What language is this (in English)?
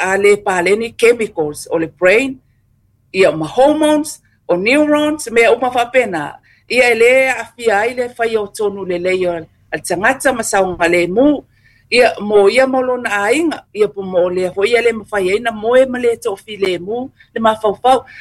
Samoan